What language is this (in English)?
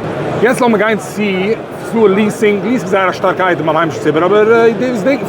Yiddish